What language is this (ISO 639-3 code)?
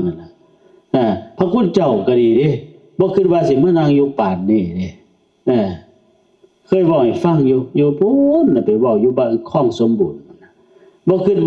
tts